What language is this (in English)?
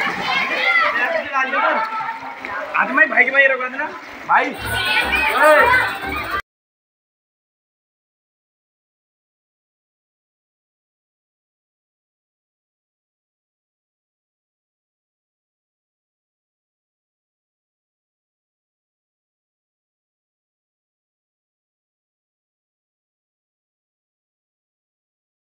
Hindi